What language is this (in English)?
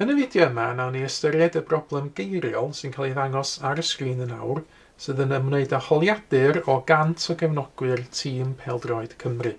Welsh